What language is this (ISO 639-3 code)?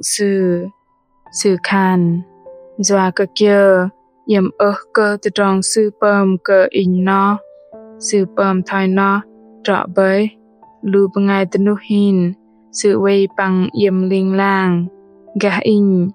bdq